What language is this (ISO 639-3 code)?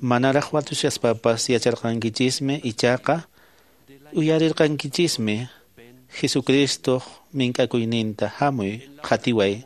que